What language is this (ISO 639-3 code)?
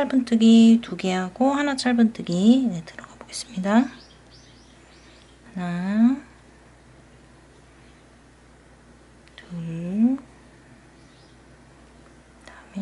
kor